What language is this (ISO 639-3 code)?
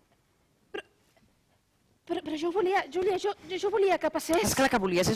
cat